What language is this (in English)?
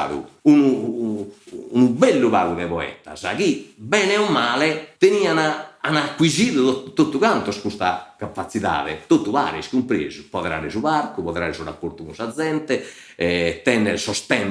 Sardinian